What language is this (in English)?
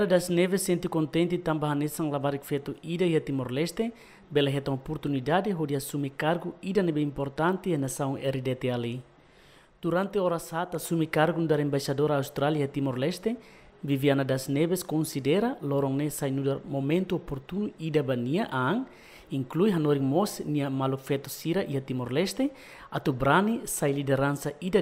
Tetum